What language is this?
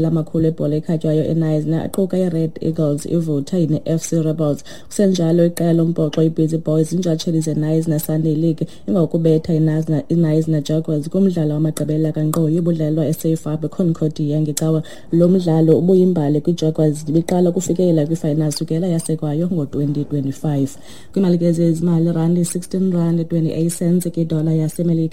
Xhosa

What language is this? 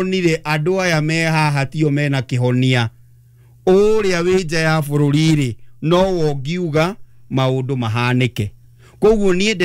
Kikuyu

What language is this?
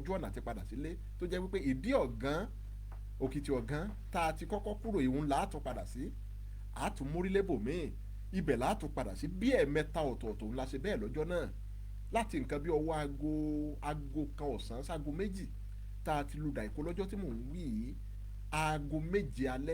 Yoruba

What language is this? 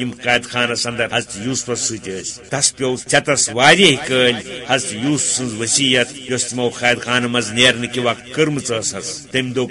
Kashmiri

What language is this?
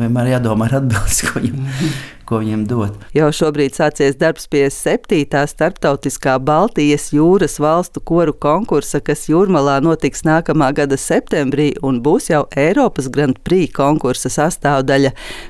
Latvian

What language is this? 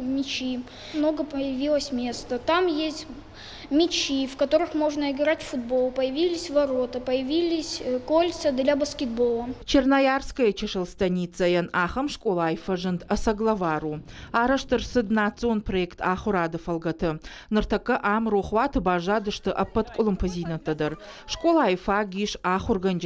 Ossetic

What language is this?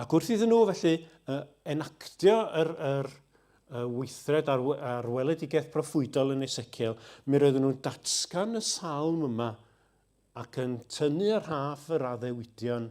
Welsh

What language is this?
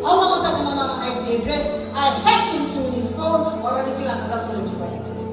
Fijian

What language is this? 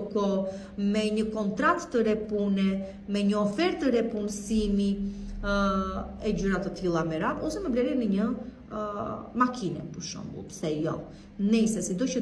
Albanian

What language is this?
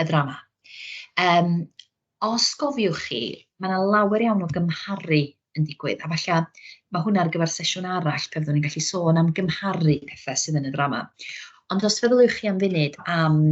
Welsh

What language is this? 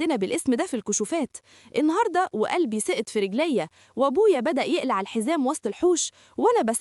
Egyptian Arabic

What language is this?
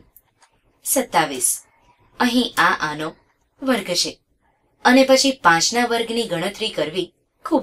Gujarati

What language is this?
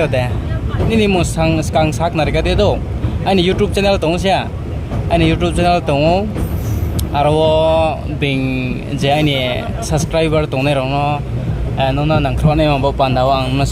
Riang (India)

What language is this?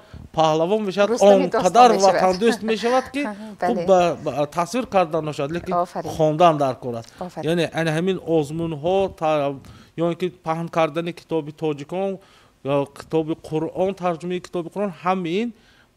Tajik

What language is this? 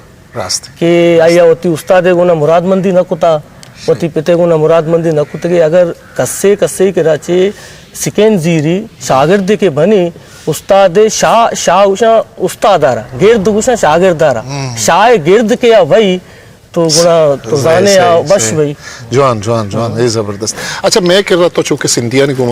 Eastern Balochi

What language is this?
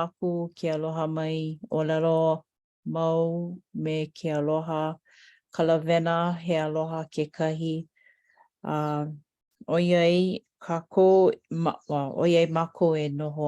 Hawaiian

